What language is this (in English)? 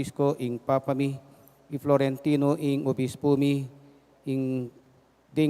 Pampanga